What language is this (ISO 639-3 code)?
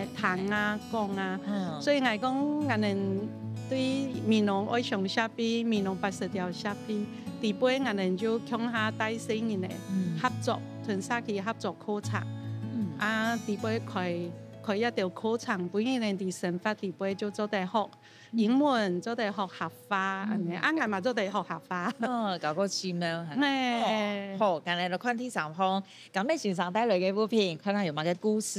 hak